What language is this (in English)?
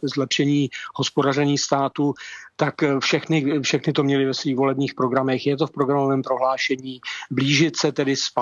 Czech